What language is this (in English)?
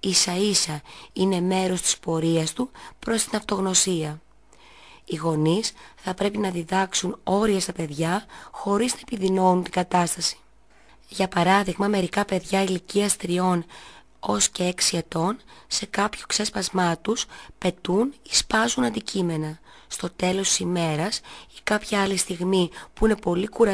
Greek